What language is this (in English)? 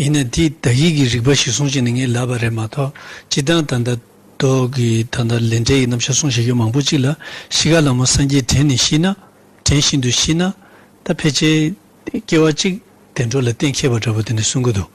Tibetan